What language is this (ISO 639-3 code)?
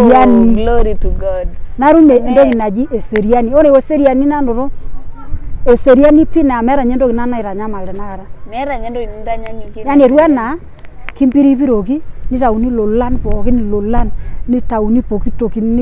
mas